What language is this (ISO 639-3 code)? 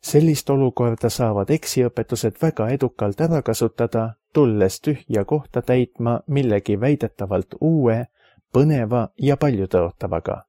est